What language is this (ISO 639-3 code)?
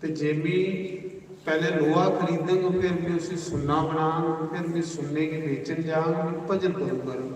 doi